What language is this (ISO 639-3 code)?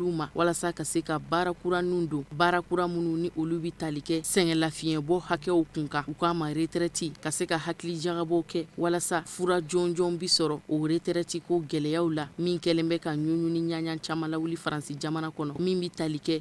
bam